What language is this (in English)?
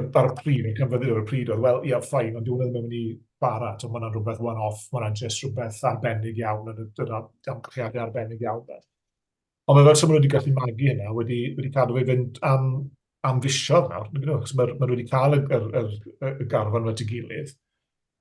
Welsh